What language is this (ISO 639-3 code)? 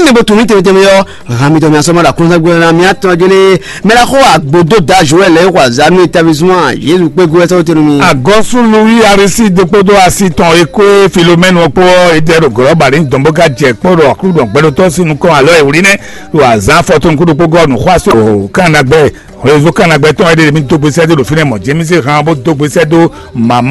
fon